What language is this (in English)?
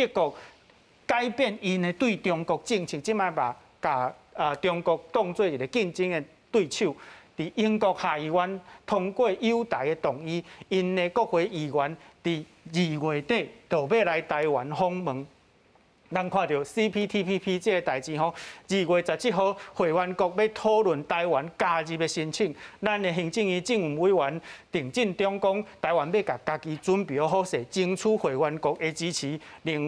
Min Nan Chinese